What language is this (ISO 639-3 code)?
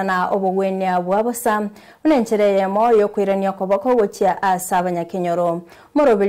guz